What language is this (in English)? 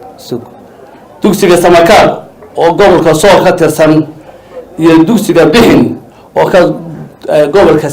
Somali